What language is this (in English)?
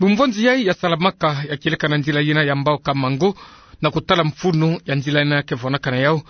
Kituba (Democratic Republic of Congo)